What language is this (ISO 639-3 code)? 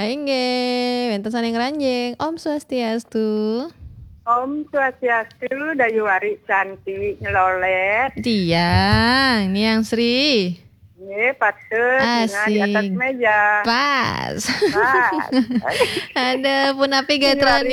ban